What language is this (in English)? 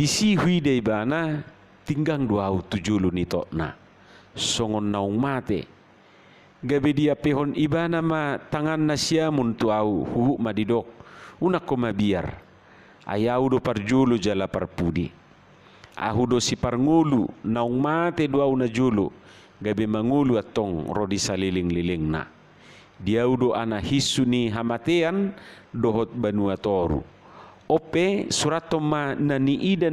Batak Toba